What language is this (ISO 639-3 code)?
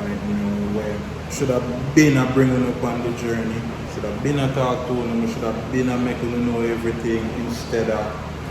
jam